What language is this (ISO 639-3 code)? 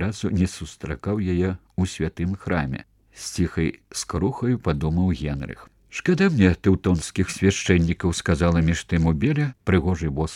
bel